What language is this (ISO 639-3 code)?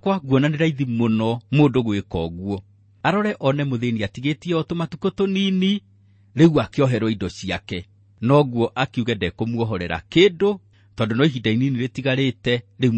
kik